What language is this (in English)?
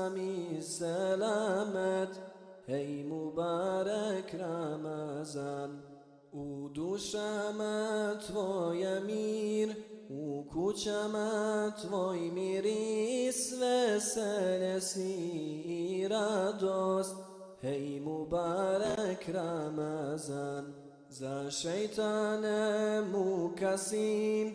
Bosnian